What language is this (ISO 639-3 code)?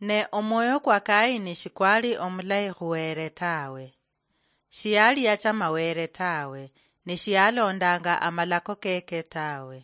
luy